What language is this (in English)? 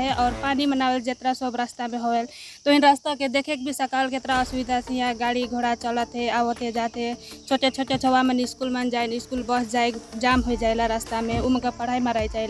Sadri